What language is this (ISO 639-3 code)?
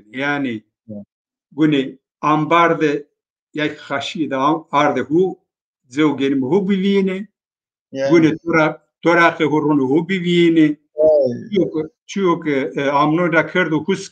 zza